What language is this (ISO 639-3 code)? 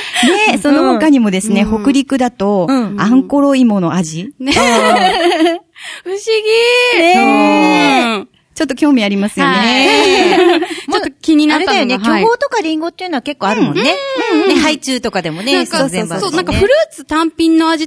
jpn